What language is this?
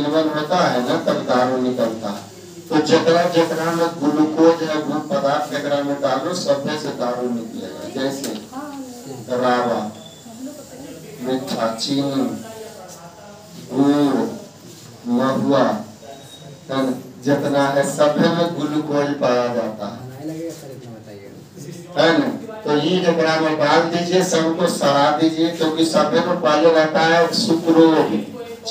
Hindi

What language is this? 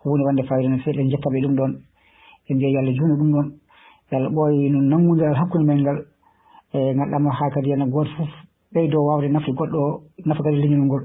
Fula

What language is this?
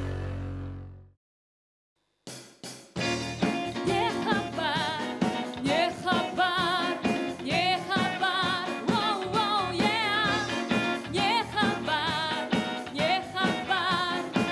Russian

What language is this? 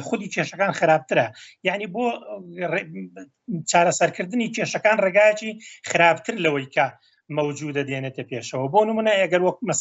Central Kurdish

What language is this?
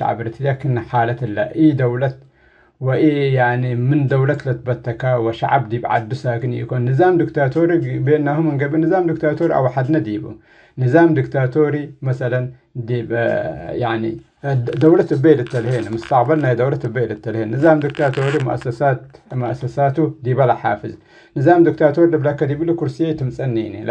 Tigre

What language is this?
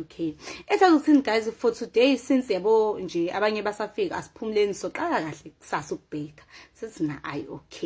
Zulu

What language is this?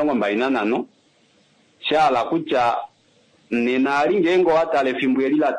Kuanyama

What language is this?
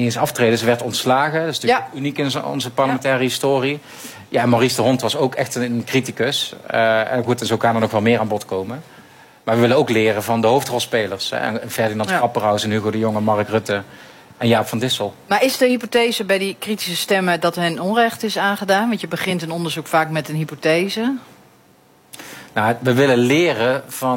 Dutch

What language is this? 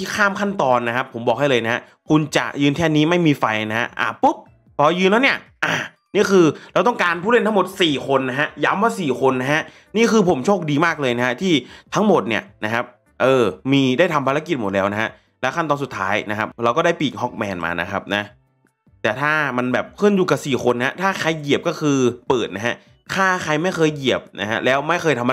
Thai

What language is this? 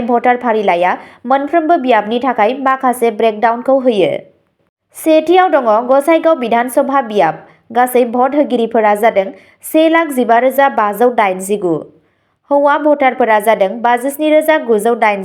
Bodo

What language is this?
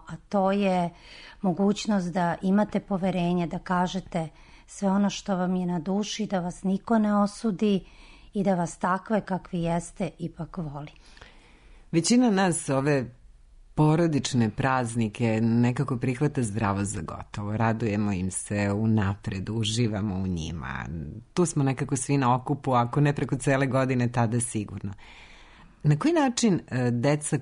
Serbian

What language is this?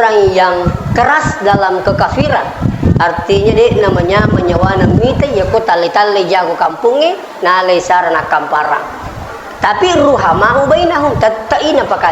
Buginese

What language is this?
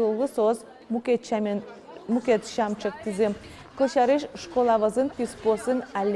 Udmurt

